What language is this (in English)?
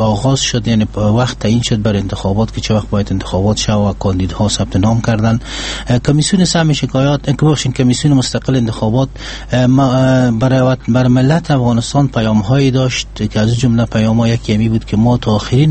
Persian